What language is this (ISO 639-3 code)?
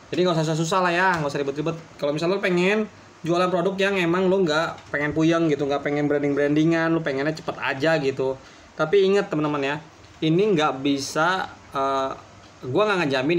ind